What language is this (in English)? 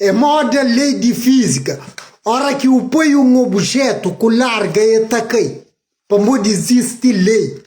Kabuverdianu